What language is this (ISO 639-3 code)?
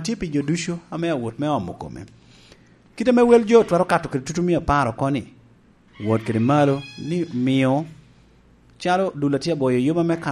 laj